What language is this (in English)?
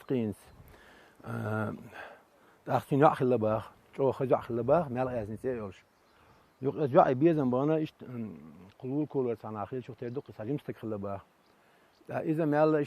Chechen